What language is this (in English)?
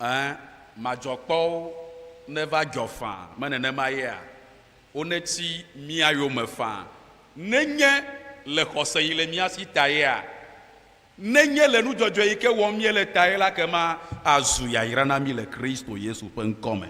Ewe